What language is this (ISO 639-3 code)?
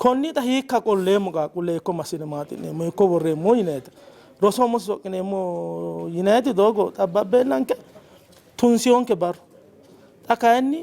sid